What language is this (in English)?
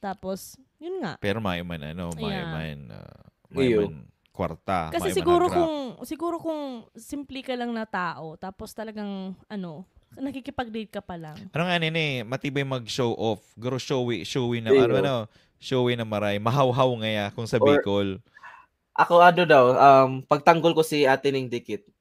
Bikol